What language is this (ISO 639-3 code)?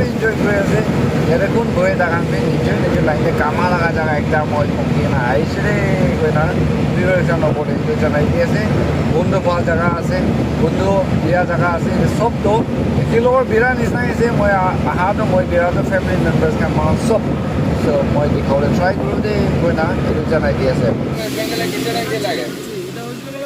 nag